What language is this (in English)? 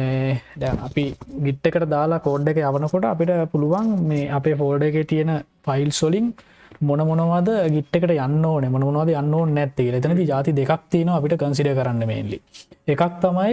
Sinhala